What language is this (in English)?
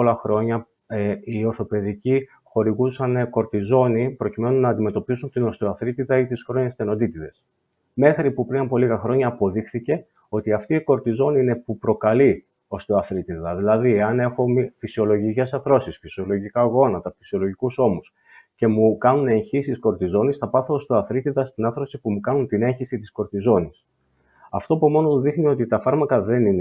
Greek